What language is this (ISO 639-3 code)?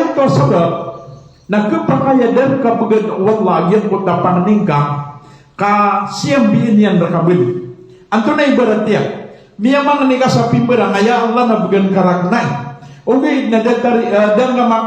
mrw